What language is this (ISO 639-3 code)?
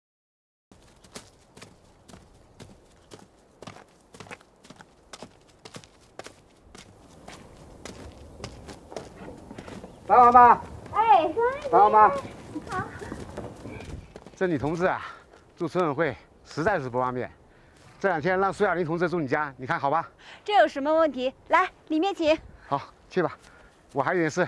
zho